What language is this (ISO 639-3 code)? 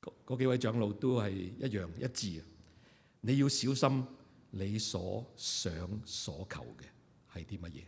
yue